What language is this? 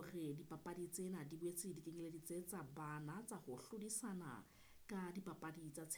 Southern Sotho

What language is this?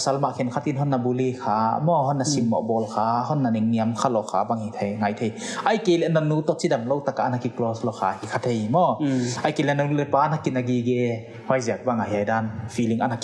Paite Chin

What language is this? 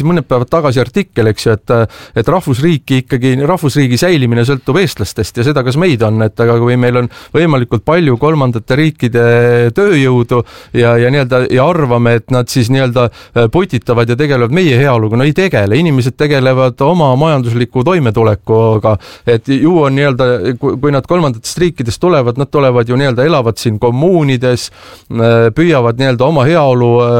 Estonian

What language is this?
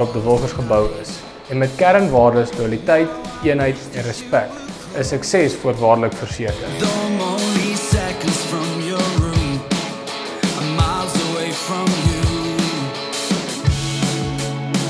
Afrikaans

